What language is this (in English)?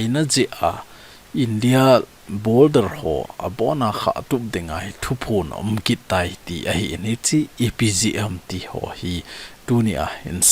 Thado Chin